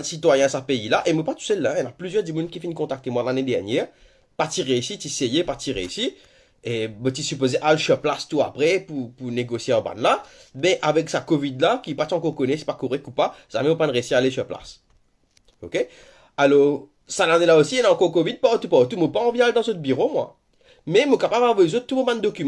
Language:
Morisyen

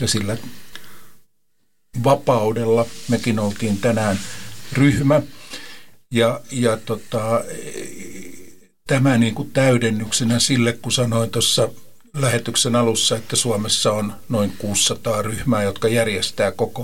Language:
Finnish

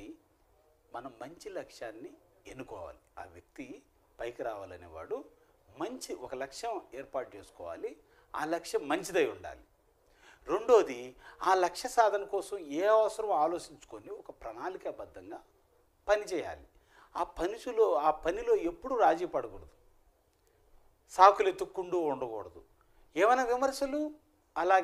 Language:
Telugu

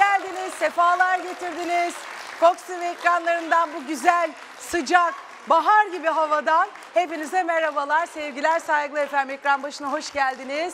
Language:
Turkish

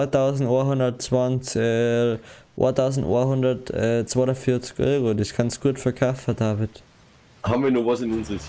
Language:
Bavarian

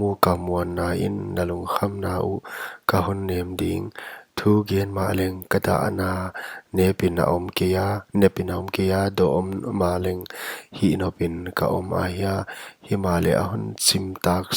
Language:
Paite Chin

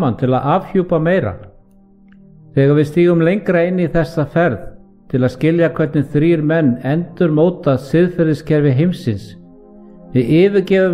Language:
Icelandic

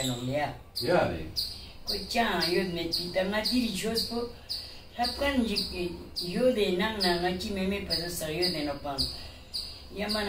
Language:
Ladakhi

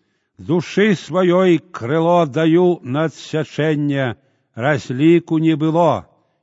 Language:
Belarusian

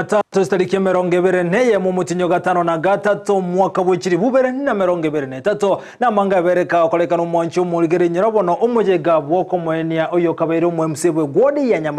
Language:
Gusii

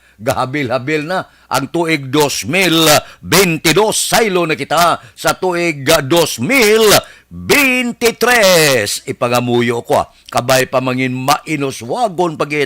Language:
Hiligaynon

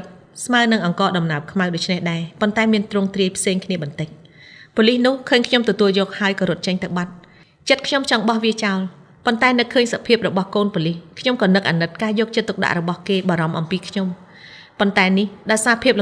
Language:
Khmer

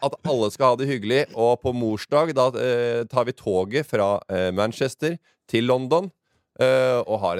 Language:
Norwegian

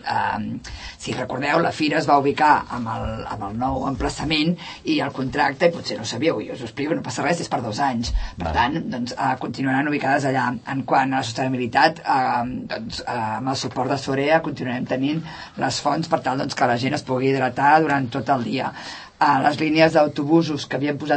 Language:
Catalan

